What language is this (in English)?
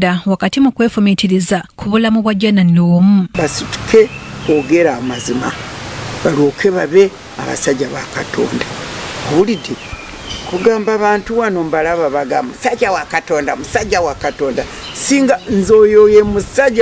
Ganda